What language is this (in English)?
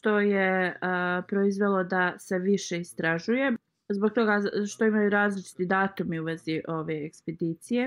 Bosnian